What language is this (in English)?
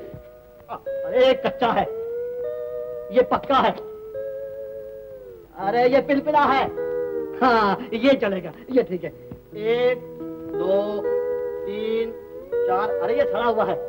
Hindi